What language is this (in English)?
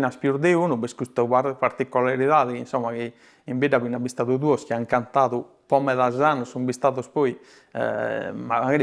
Sardinian